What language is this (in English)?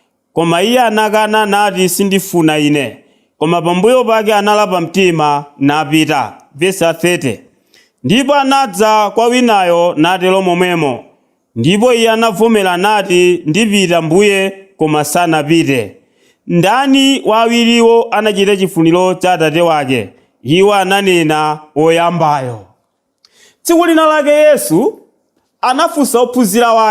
Nyanja